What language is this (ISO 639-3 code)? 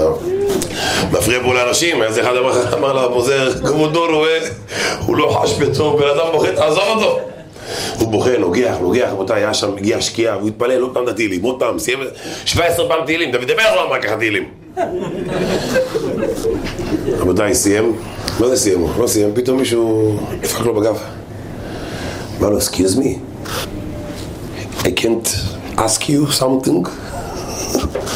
heb